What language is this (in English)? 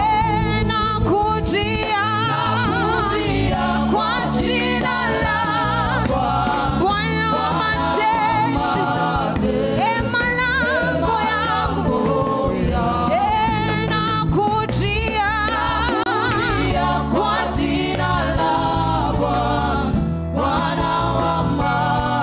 Swahili